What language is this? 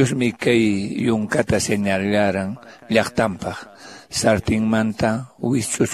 Quechua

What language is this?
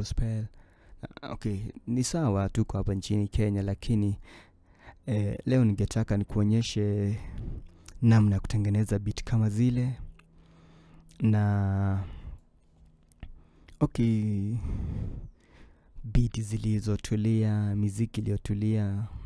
Swahili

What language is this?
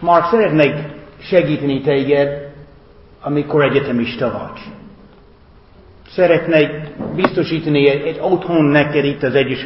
Hungarian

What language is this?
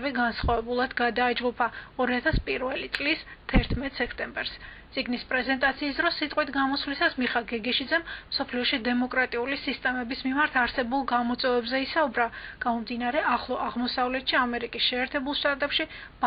Georgian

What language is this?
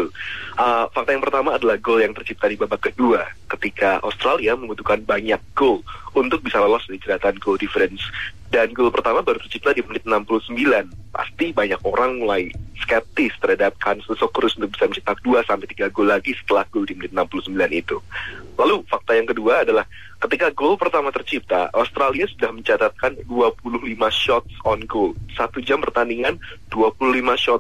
Indonesian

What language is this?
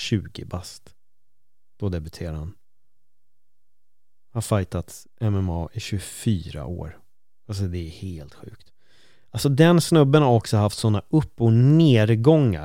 Swedish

